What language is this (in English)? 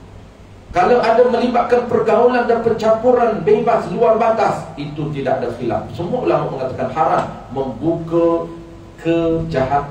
Malay